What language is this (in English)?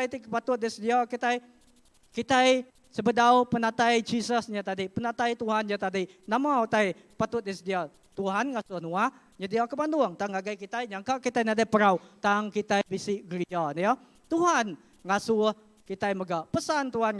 Iban